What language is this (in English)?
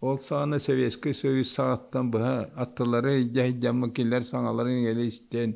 Yakut